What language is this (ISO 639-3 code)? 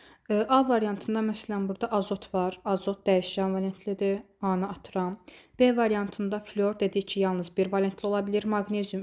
aze